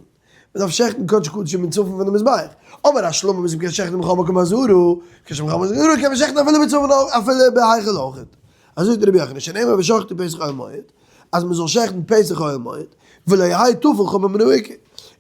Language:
Yiddish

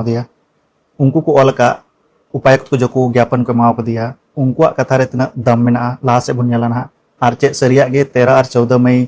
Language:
Santali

